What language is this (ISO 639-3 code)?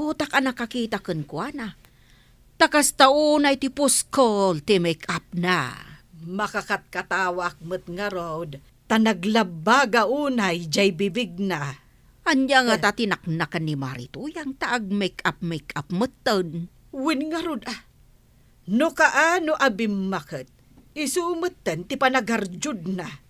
ilo